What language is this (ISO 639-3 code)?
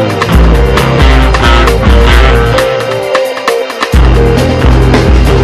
kan